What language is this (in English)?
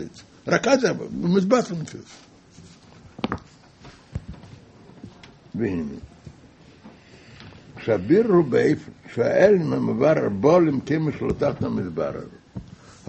Hebrew